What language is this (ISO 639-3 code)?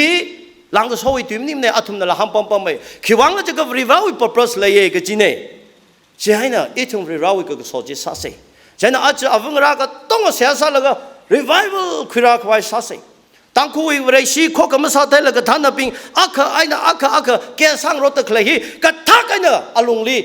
nmf